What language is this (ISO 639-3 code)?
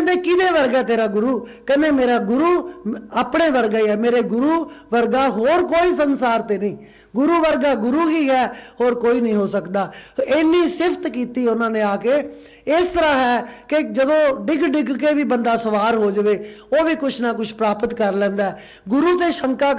pan